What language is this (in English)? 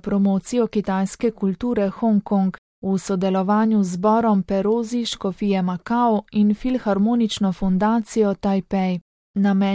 Slovenian